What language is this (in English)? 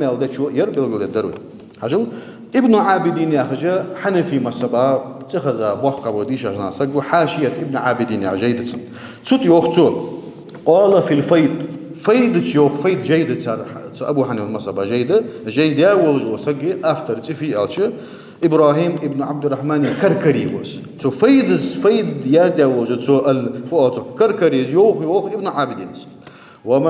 Ingush